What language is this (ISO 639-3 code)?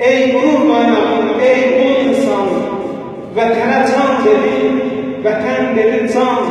azb